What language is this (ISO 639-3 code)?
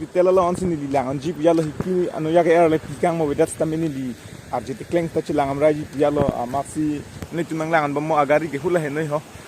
mjw